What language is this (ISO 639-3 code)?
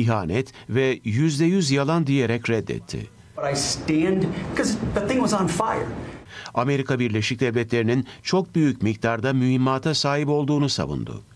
tur